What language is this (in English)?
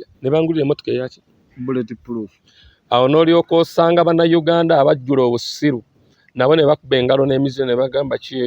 Ganda